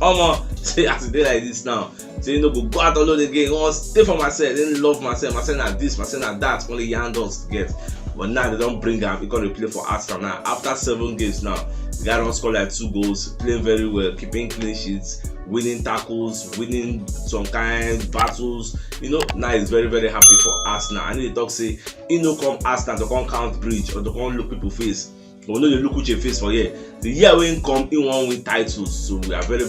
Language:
Nigerian Pidgin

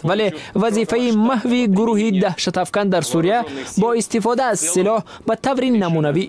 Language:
Tajik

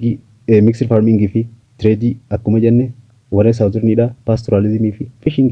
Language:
Oromo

